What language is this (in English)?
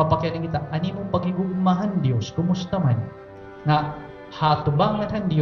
Waray